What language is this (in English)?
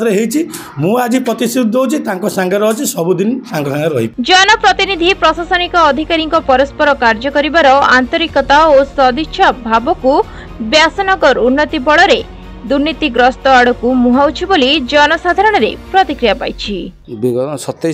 Odia